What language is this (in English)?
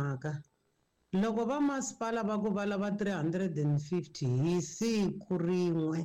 Tsonga